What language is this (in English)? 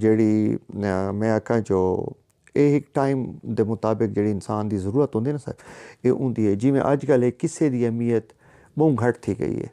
Saraiki